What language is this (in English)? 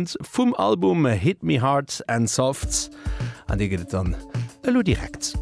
Luxembourgish